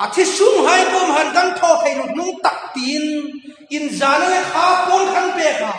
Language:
Hmar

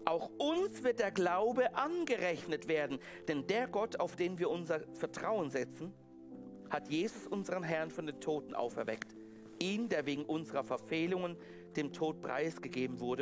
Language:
Swiss German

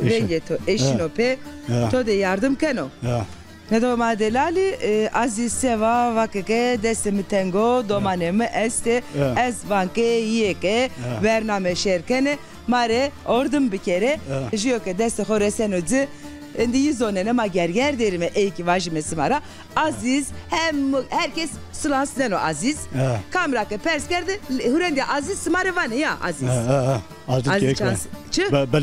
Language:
Zaza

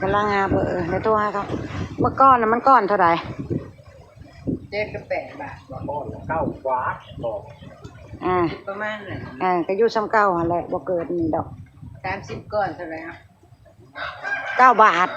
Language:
Northeastern Thai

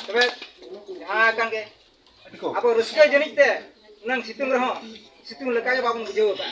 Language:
Santali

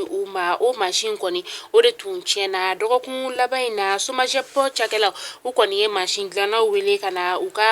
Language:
Bambara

